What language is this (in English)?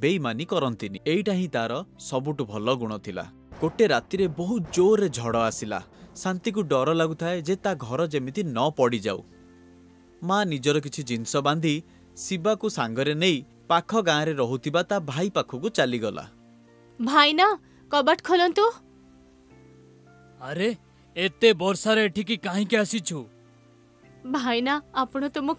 Odia